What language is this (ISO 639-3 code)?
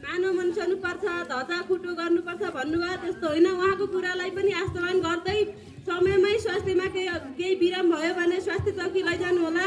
nep